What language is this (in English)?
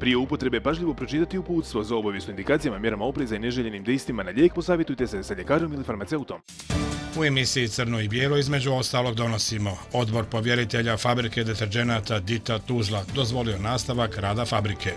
Bosnian